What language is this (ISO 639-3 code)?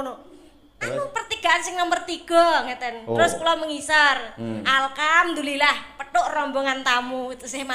jav